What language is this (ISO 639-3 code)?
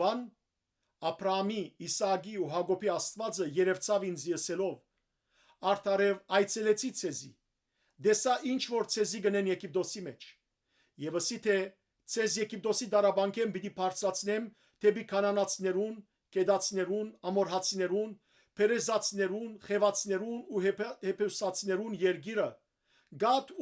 hyw